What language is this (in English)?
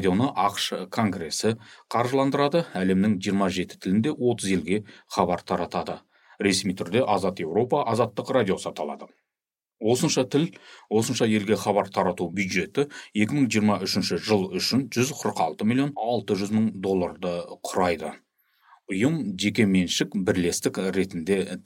Kazakh